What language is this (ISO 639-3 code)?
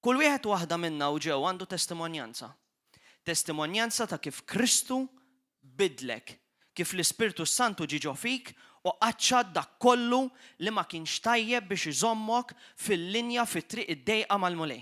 mlt